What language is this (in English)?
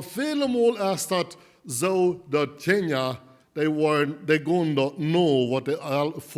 Plautdietsch